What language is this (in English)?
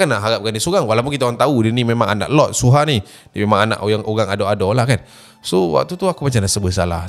Malay